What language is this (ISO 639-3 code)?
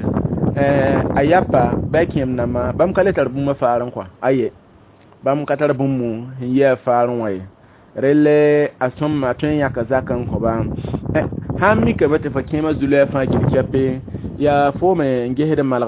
mos